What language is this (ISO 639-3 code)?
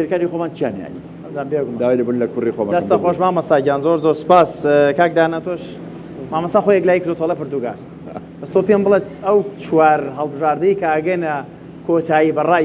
ckb